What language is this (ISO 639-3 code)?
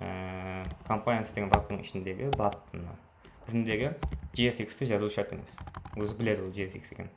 kaa